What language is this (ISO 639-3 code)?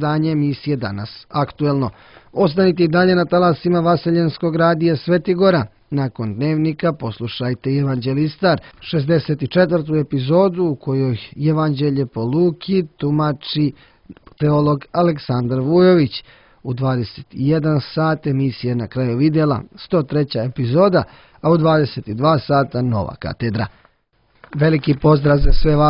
srp